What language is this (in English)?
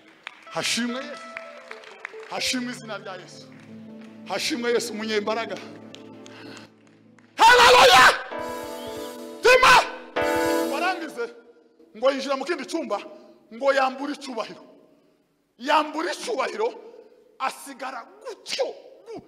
Kinyarwanda